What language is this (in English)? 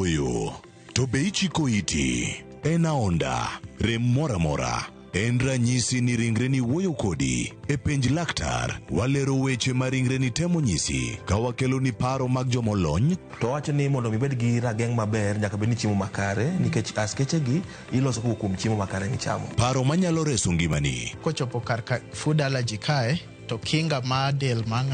Luo (Kenya and Tanzania)